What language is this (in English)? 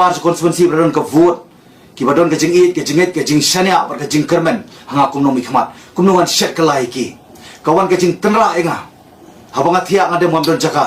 Khasi